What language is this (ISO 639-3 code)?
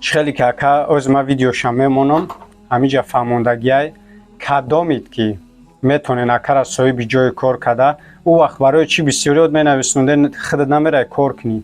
tgk